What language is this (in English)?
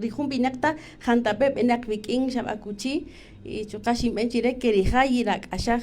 Kaqchikel